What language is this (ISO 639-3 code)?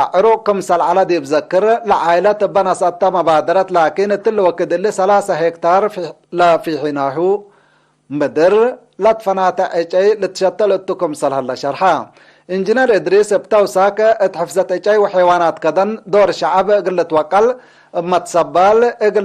tig